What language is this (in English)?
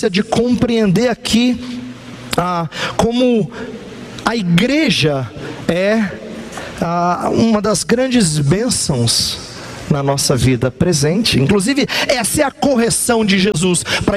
Portuguese